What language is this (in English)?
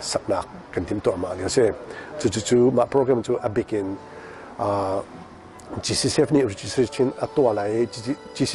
Hakha Chin